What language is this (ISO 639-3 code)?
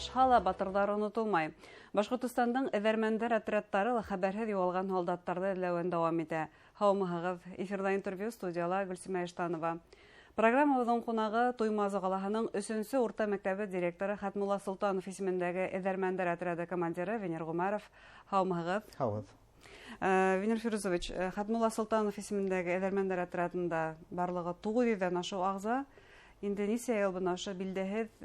bak